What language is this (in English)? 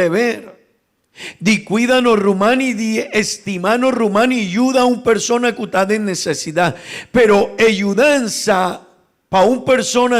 Papiamento